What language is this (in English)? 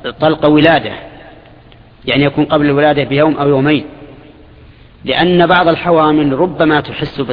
Arabic